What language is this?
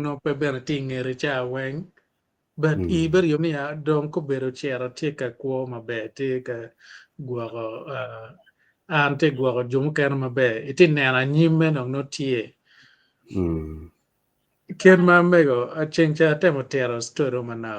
Acoli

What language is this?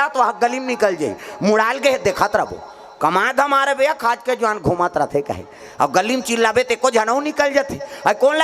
Chhattisgarhi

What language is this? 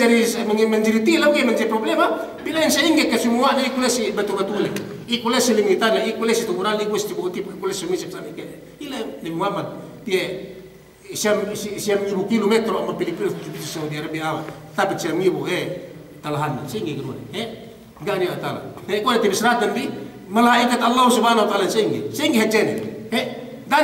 Yakan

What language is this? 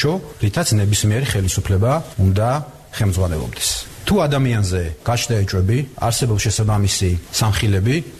Georgian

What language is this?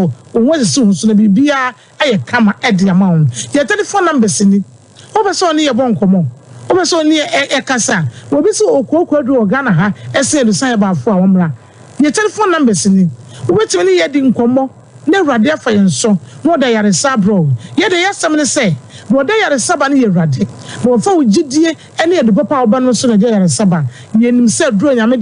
Akan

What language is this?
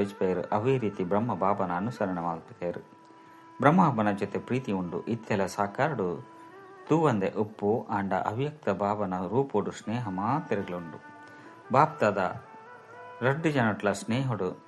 Tulu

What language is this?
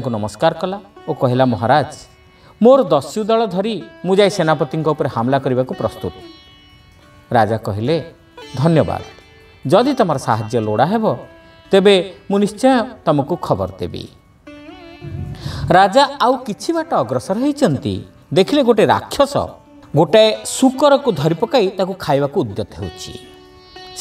Odia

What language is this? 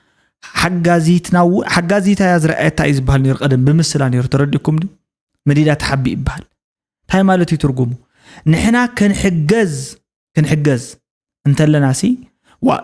Tigrinya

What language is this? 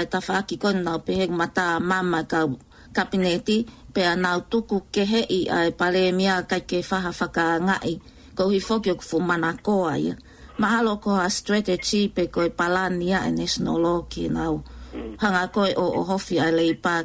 Tongan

